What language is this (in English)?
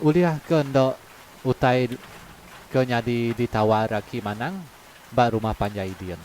Iban